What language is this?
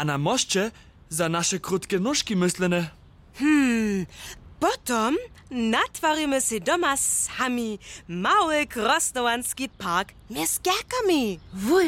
Upper Sorbian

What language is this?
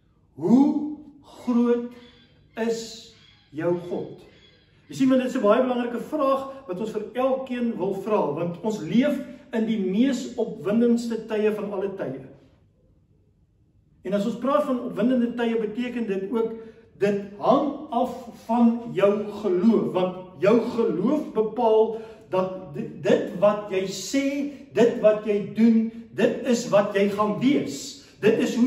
Afrikaans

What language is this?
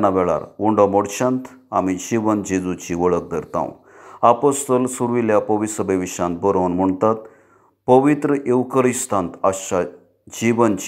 Konkani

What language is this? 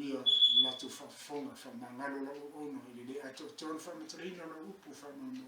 Samoan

